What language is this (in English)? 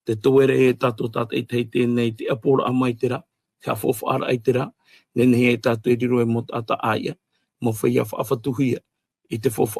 Tahitian